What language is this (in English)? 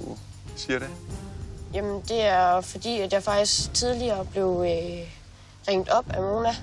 Danish